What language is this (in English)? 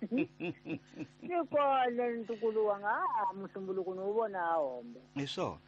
Tsonga